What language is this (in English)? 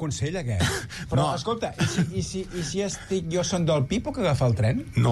Catalan